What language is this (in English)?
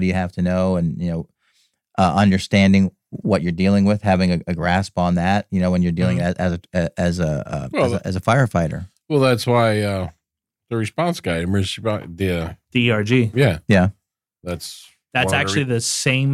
English